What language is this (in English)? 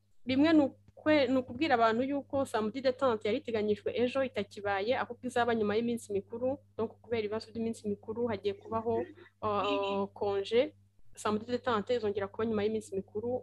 Kinyarwanda